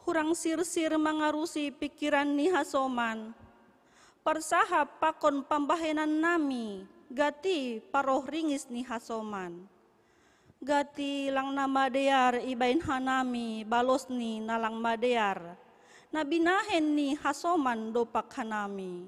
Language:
Batak Simalungun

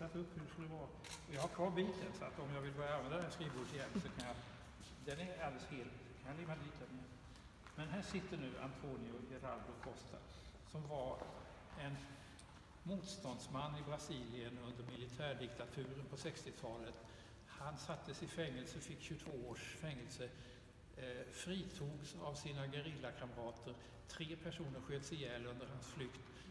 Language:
Swedish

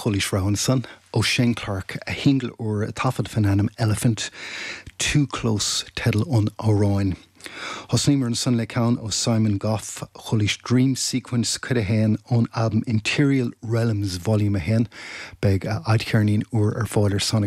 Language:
Irish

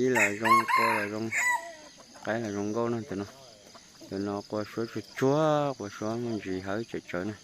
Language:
Hmong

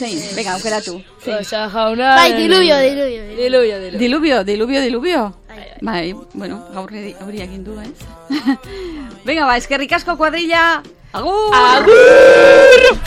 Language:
Basque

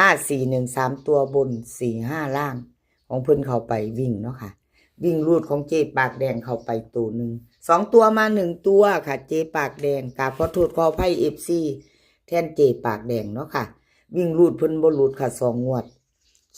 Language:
Northeastern Thai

